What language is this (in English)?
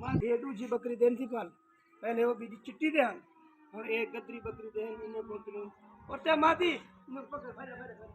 Saraiki